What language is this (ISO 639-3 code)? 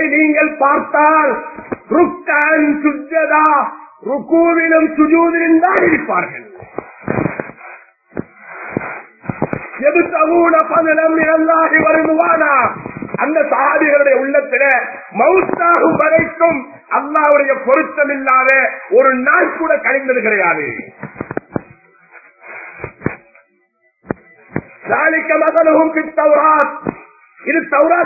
tam